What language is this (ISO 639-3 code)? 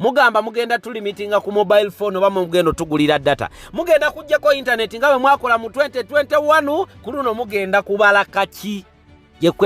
lug